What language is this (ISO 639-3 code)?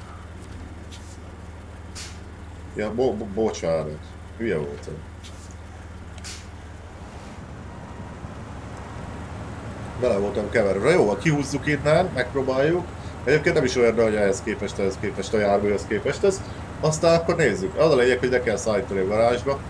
hun